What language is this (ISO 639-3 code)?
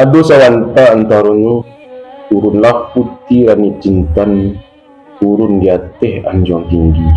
min